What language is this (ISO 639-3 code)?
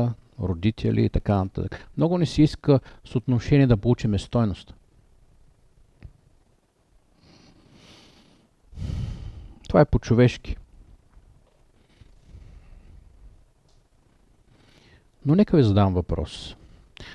bul